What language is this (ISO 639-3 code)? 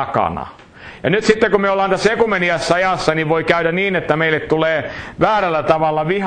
fin